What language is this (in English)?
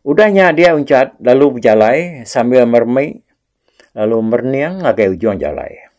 Iban